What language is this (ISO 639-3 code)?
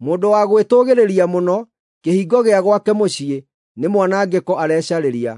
kik